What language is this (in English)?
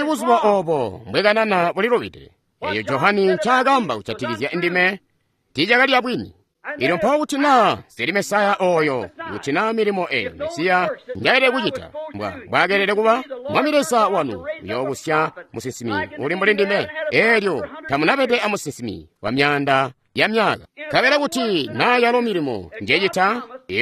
Tonga (Zambia)